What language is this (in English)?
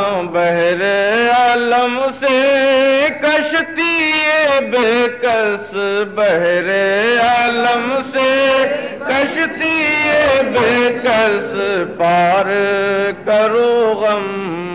Urdu